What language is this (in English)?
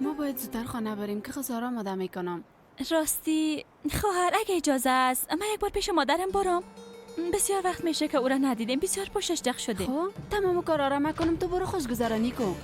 Persian